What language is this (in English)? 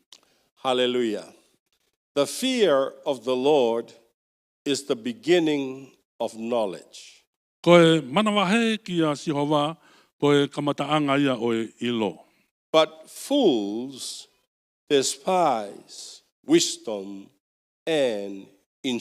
Tongan